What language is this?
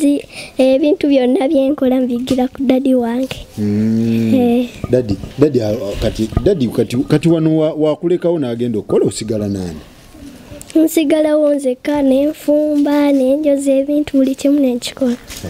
Ganda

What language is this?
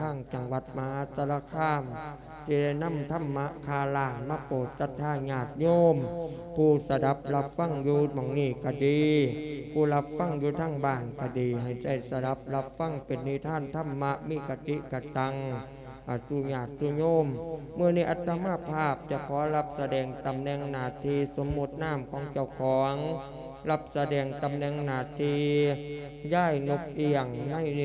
Lao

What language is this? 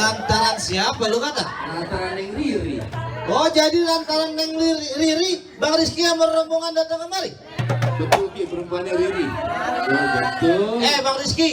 Betawi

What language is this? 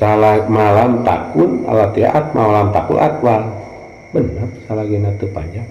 Sundanese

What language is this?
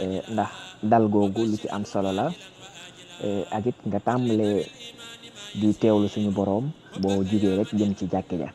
Wolof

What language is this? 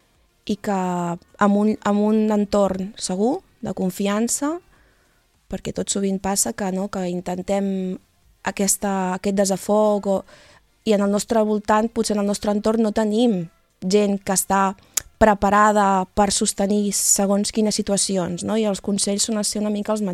Catalan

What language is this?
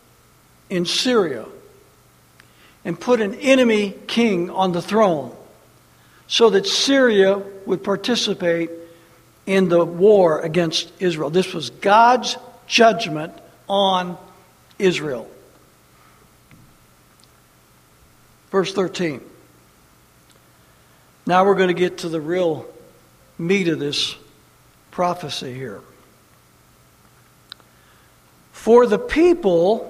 English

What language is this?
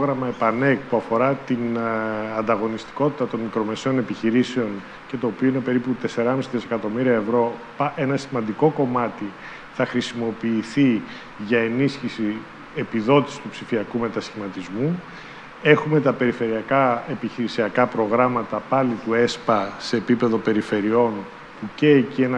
Greek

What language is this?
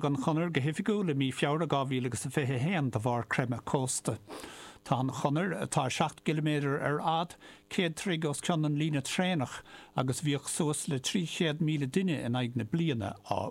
Irish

